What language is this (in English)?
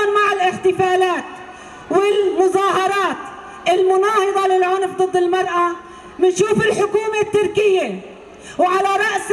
Kurdish